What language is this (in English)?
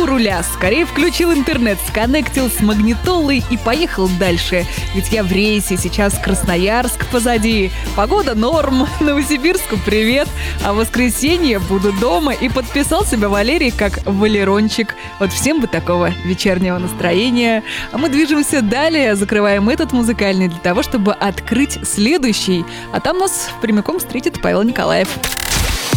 Russian